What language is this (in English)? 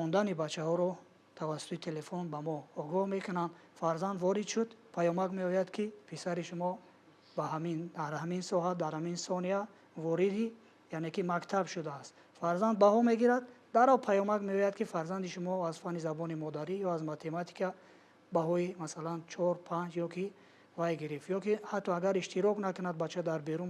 Tajik